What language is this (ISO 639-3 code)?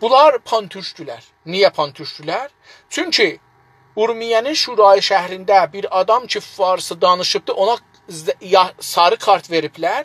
azb